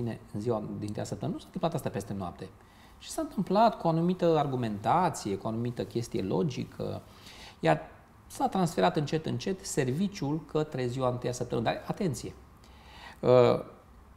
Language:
Romanian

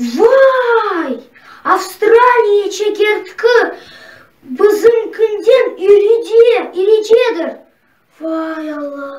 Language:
Crimean Tatar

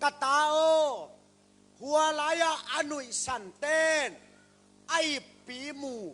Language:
Tedim Chin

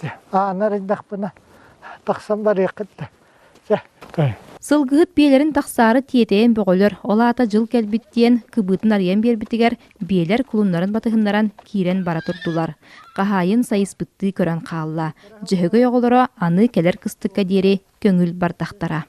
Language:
Yakut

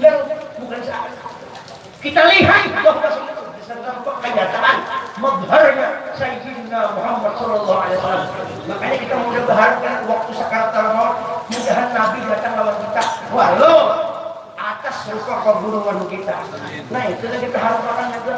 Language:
Banjar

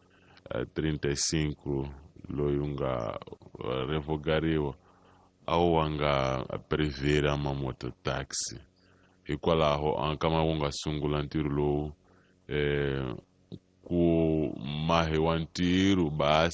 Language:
Tsonga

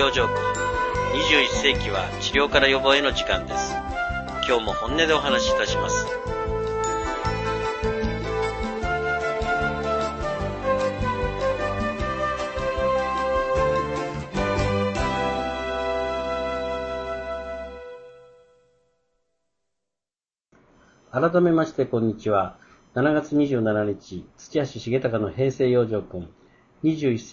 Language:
Japanese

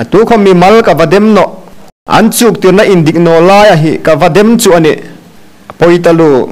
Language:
Hmar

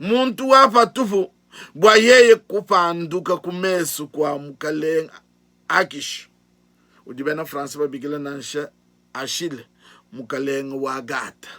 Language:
Luba-Lulua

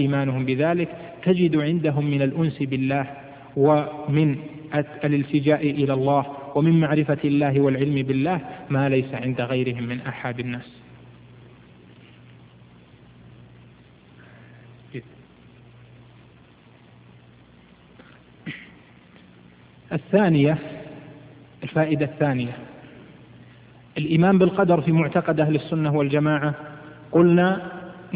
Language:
Arabic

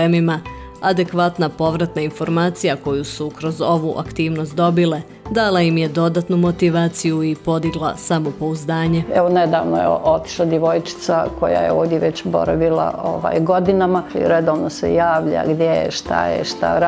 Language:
Bosnian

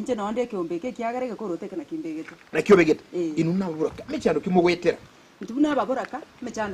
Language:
Gusii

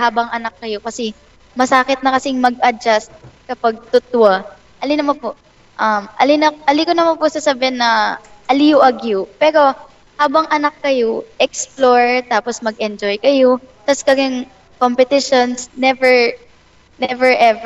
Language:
Pampanga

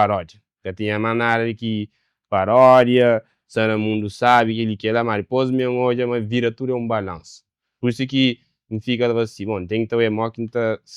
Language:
Kabuverdianu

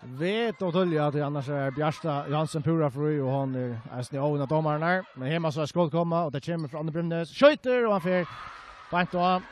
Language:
Faroese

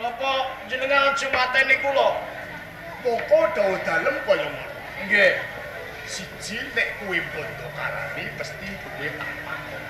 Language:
Javanese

